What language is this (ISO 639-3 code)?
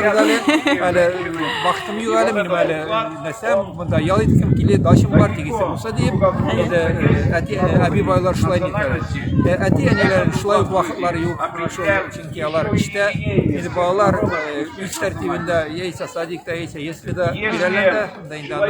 tat